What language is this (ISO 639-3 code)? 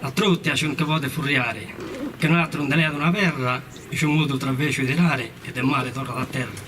srd